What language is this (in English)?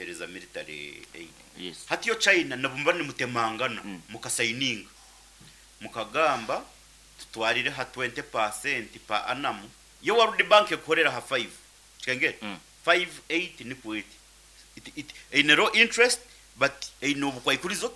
Nyankole